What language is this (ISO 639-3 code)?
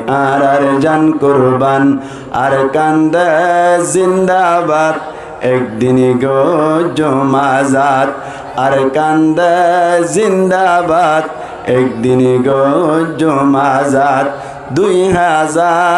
rhg